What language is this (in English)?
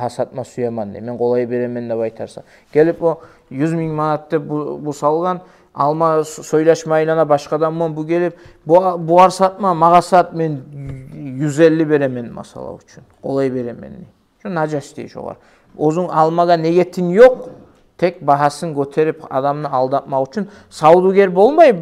Kumyk